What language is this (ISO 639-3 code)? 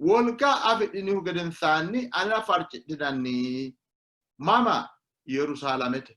sid